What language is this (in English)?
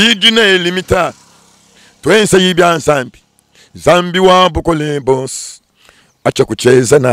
Luba-Lulua